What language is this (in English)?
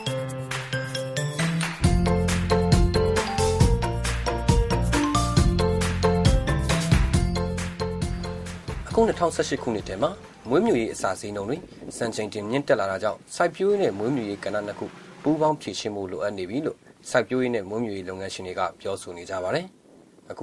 Burmese